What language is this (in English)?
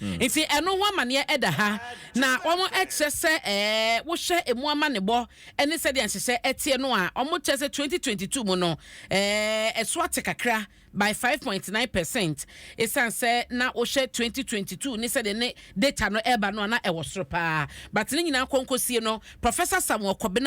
Akan